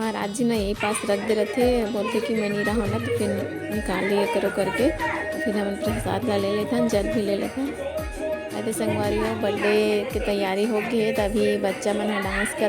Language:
Chhattisgarhi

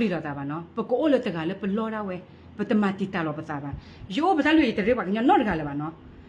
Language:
S'gaw Karen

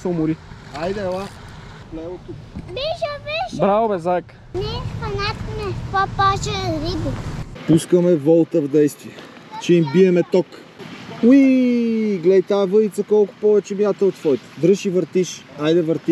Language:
Bulgarian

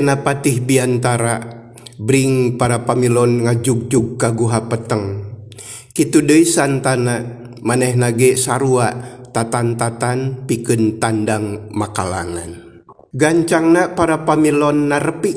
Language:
Sundanese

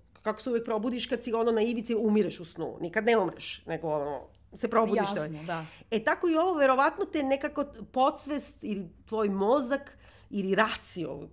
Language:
Serbian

